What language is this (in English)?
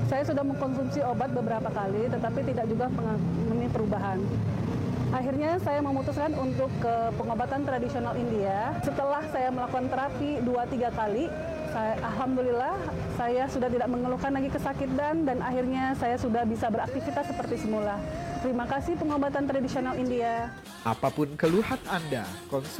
Indonesian